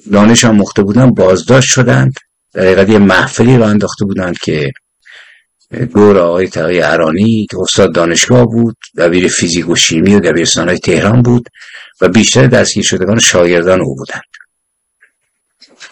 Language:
Persian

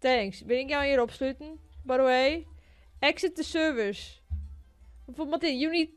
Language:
Western Frisian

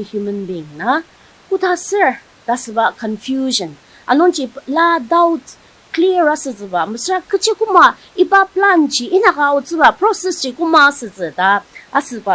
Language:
Ao Naga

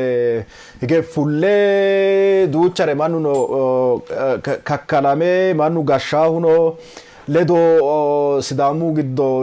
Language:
Sidamo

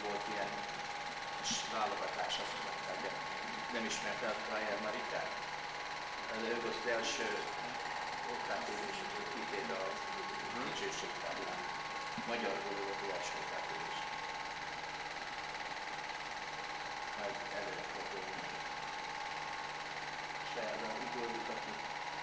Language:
Hungarian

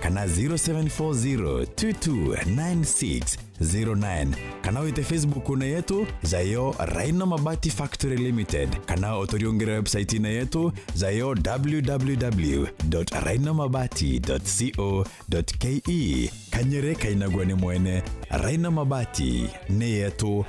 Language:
Meru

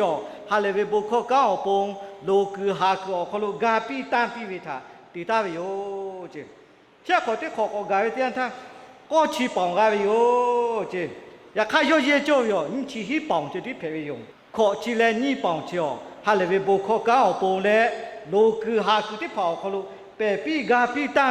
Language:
Lahu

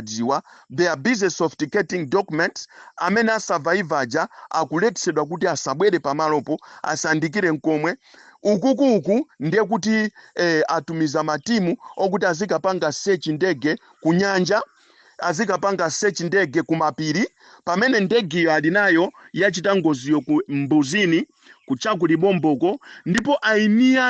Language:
Nyanja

